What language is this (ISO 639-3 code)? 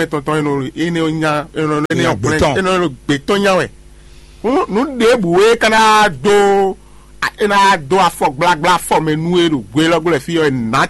fon